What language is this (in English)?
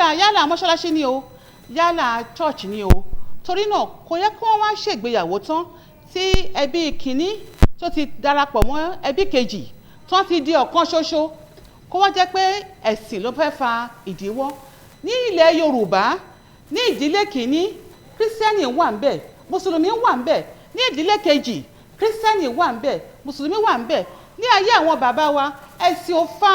Yoruba